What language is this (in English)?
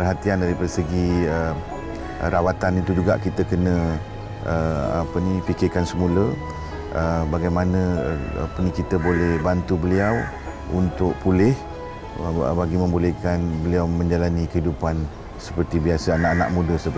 Malay